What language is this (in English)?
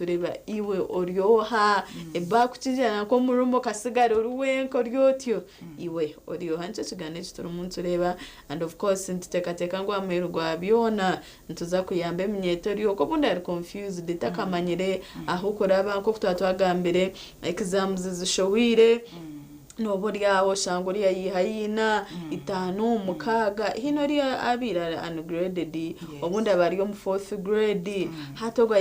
Nyankole